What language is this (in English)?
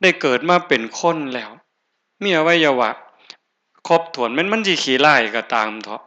Northeastern Thai